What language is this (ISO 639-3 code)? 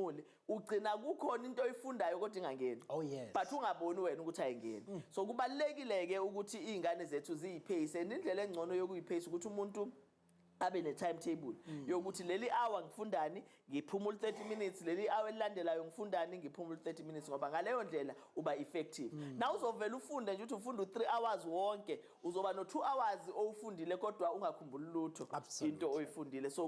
zul